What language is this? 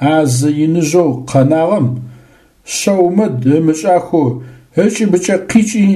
Adyghe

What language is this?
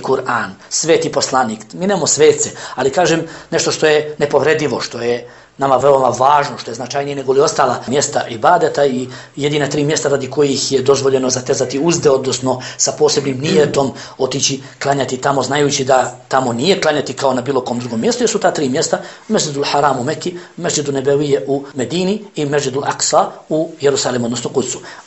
Bosnian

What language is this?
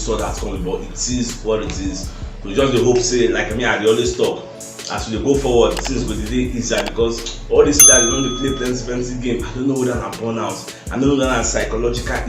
Nigerian Pidgin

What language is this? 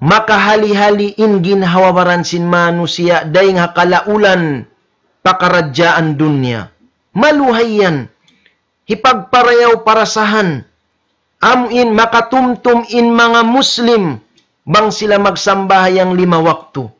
Tausug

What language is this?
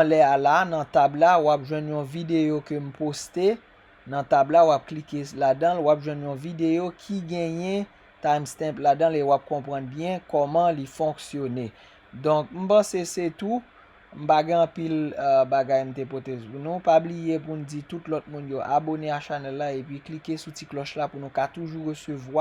Haitian Creole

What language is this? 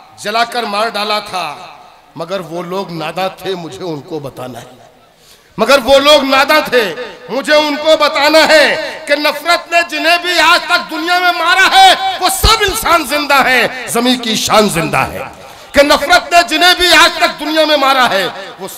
Hindi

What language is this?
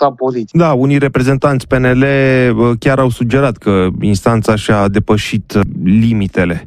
Romanian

